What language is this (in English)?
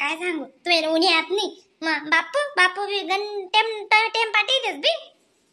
Khandesi